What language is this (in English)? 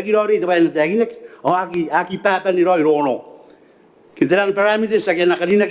Gilbertese